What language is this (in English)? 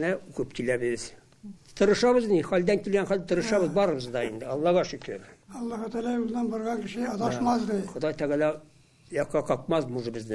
Tatar